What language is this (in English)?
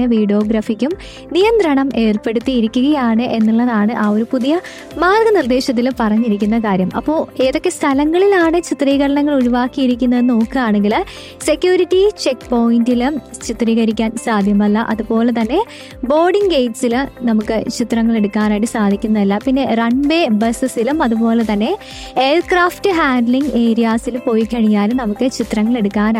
Malayalam